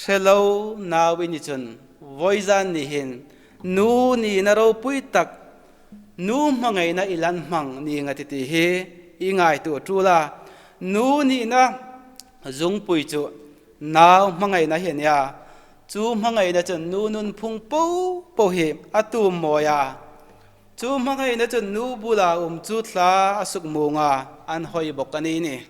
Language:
Hmar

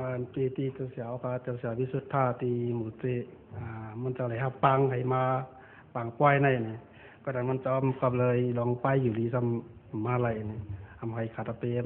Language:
Shan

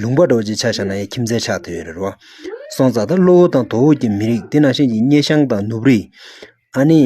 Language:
Tibetan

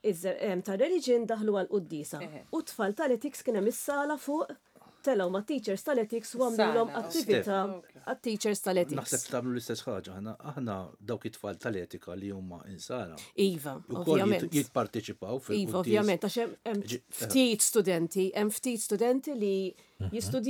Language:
Maltese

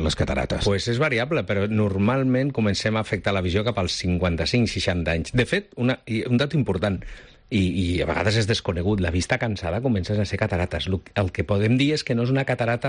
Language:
Catalan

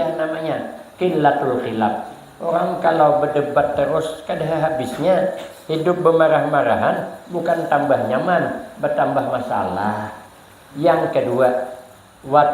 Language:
Banjar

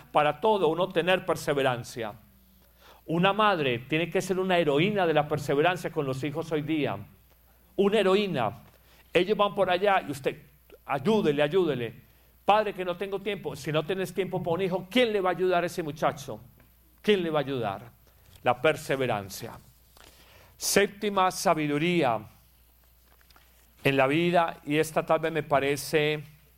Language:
Spanish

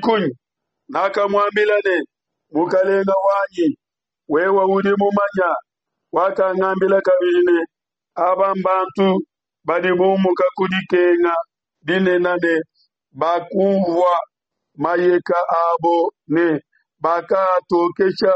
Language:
Luba-Lulua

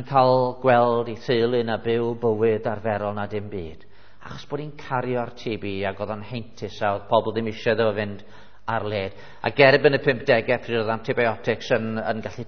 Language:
Welsh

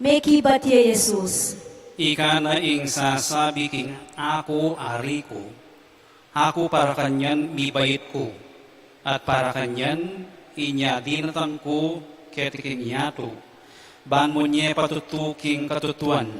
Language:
Pampanga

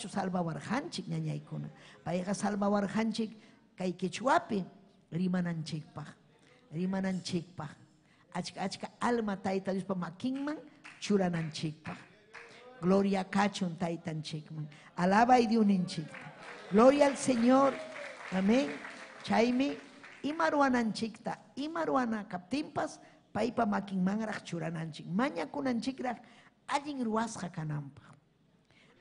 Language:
Ayacucho Quechua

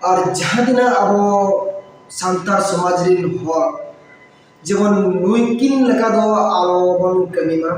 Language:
Santali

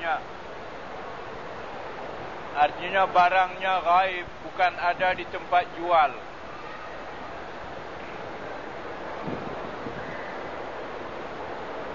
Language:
Malay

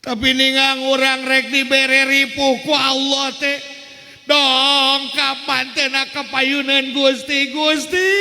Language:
Sundanese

